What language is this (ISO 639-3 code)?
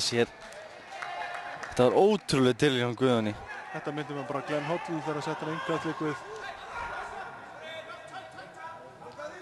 isl